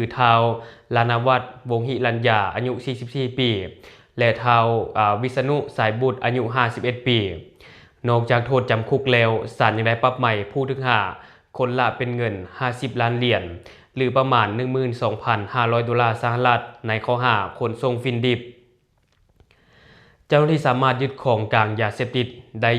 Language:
Lao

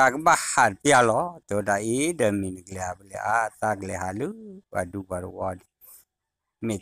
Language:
S'gaw Karen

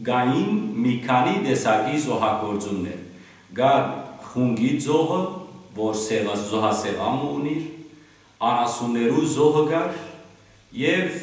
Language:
Western Armenian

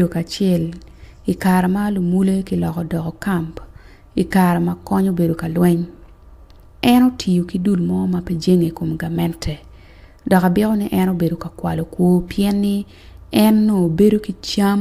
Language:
Acoli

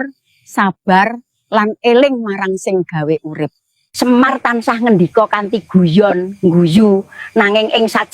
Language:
Javanese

